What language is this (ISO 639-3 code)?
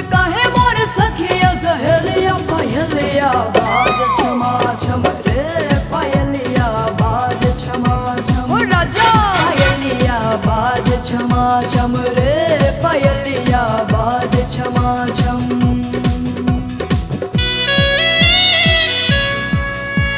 bho